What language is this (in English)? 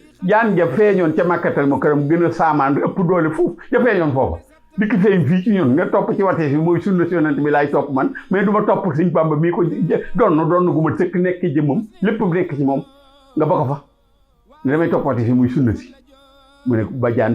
Wolof